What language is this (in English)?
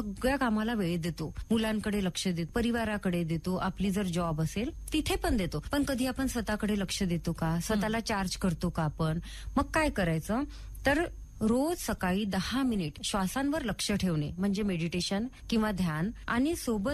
Marathi